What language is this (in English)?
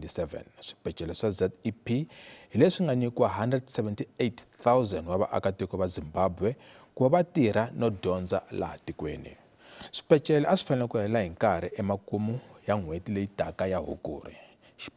Tsonga